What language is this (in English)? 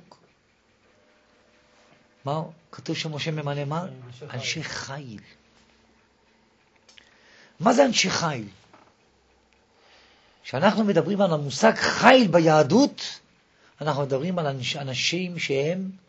Hebrew